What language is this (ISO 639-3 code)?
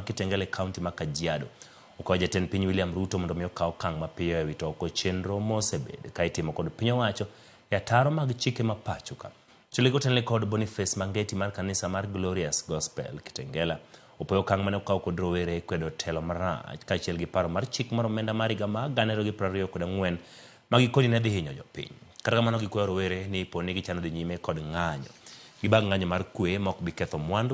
luo